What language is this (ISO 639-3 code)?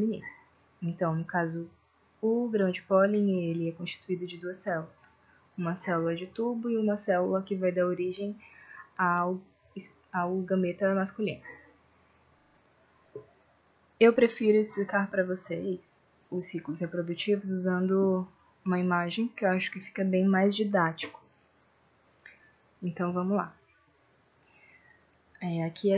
por